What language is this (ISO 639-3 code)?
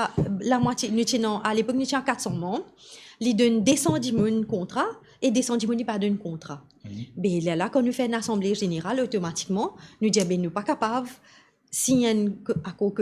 mfe